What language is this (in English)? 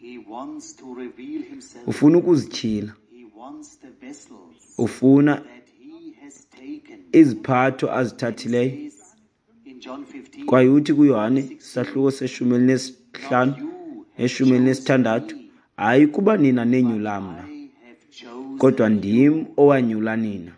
Xhosa